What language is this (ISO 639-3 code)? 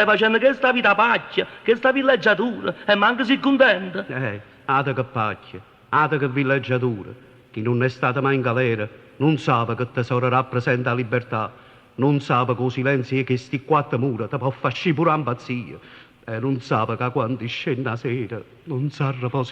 nap